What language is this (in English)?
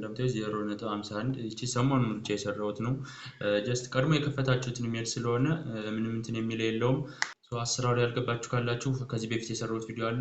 Amharic